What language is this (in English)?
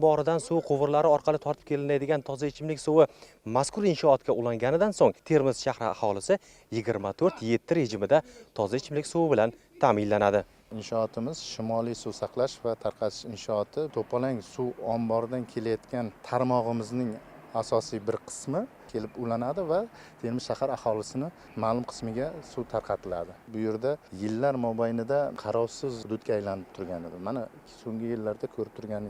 Uzbek